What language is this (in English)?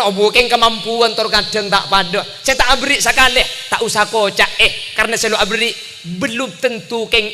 Madurese